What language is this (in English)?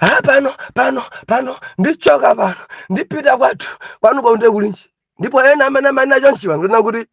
Nyanja